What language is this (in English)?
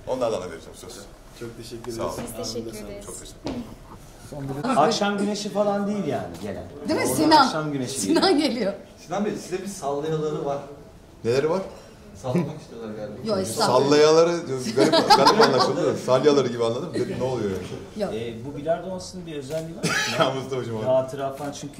Turkish